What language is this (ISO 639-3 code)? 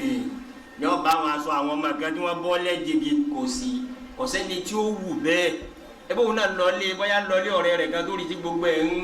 yor